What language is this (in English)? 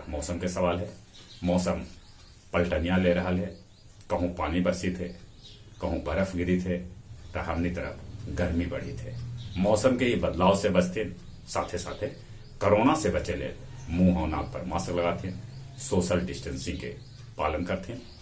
Magahi